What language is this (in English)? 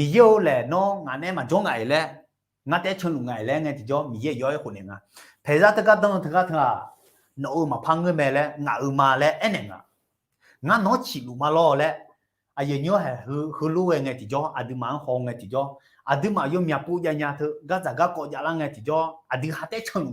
Akha